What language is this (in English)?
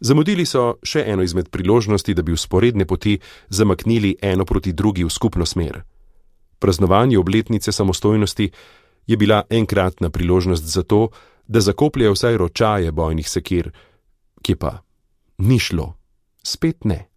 Slovenian